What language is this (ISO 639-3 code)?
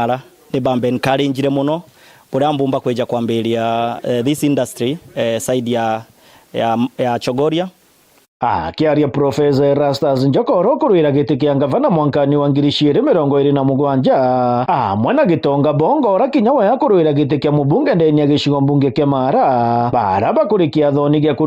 mer